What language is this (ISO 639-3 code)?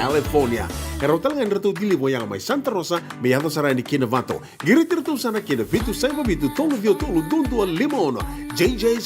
fij